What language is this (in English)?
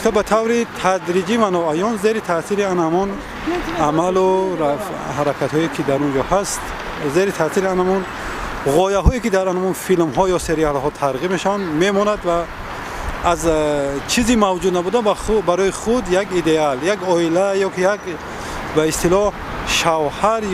Tajik